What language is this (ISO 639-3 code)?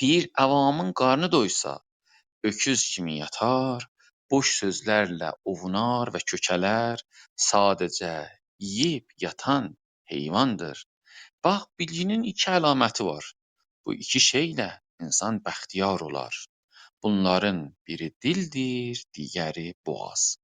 azb